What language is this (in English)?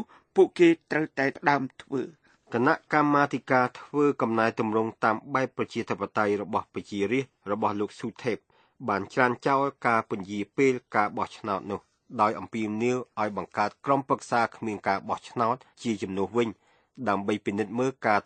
Khmer